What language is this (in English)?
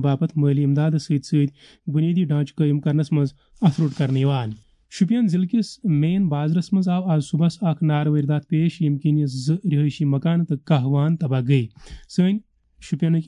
Kashmiri